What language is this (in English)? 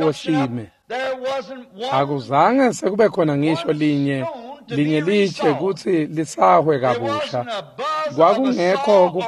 Swati